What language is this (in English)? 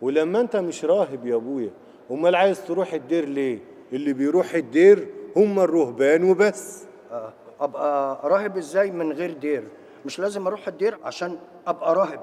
Egyptian Arabic